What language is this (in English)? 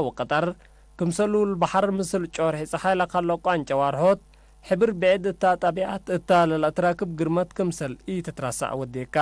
Tigre